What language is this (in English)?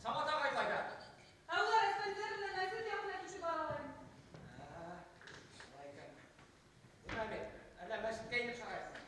Bashkir